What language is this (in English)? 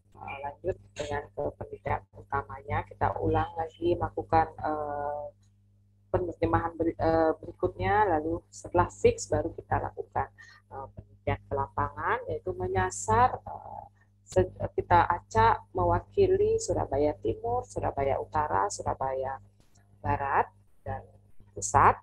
Indonesian